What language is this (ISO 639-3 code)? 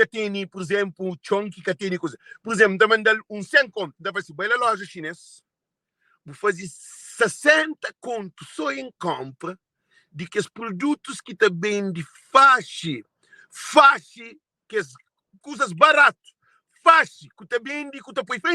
kea